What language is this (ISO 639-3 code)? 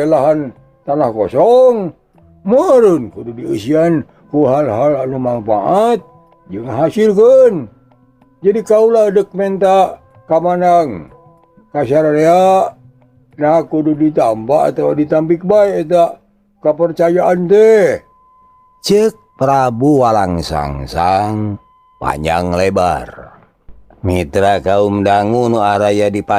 sun